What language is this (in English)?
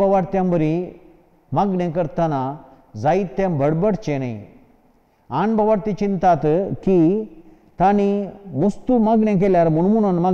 Konkani